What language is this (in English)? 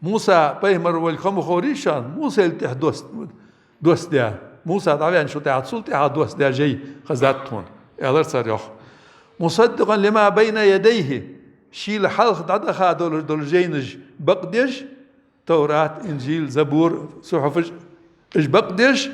Ingush